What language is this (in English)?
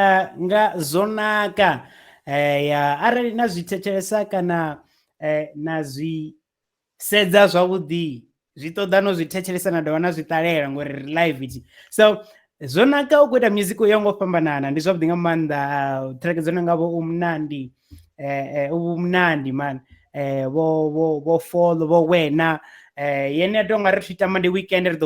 Venda